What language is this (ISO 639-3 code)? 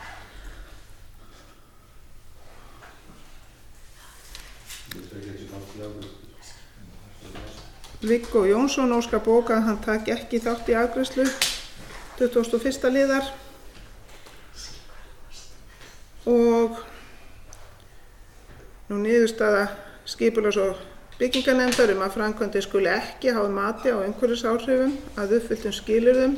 isl